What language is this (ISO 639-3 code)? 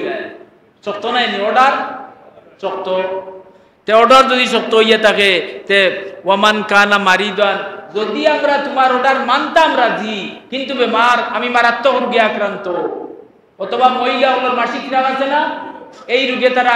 syl